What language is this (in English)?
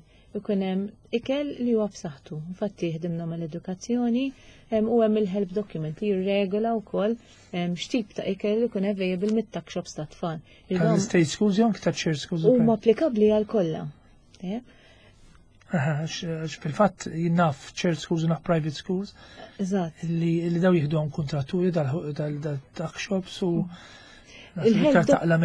Maltese